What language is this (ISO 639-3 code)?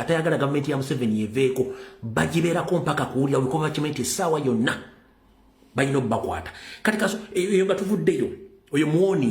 lug